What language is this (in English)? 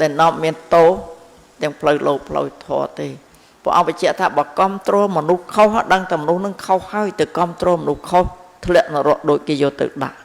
Khmer